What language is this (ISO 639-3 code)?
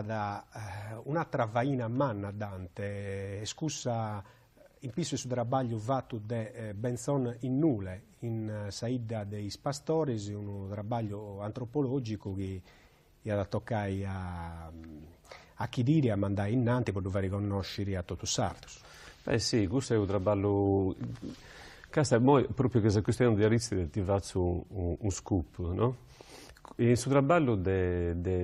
srd